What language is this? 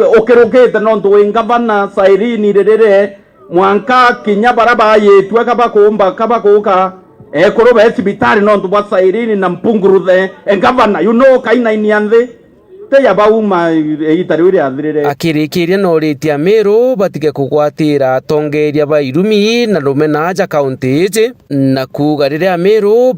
Meru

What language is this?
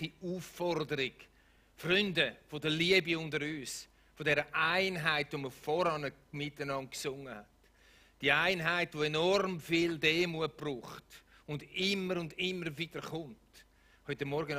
Swiss German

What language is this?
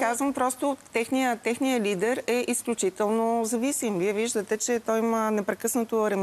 Bulgarian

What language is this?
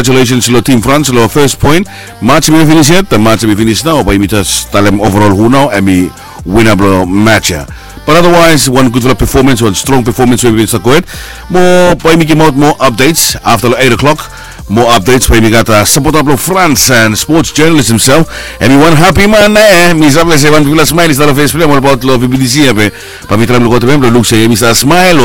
Bislama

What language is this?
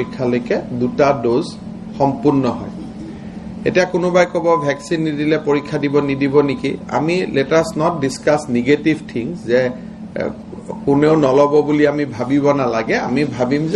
Assamese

